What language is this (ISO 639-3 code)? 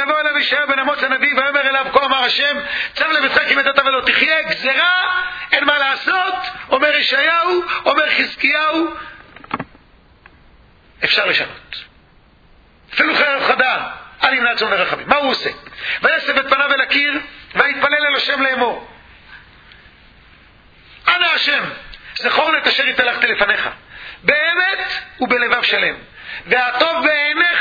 heb